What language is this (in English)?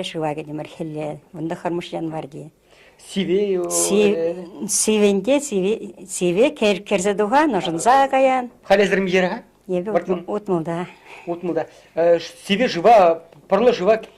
Chuvash